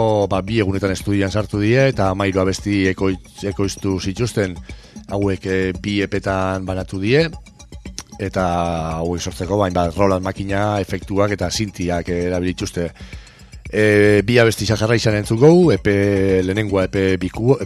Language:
Basque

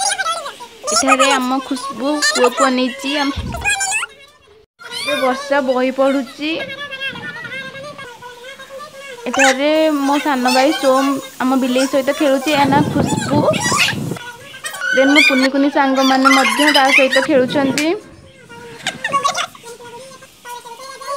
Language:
Odia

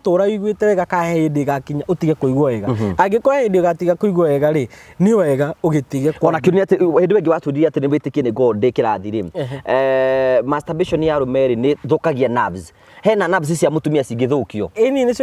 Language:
Kikuyu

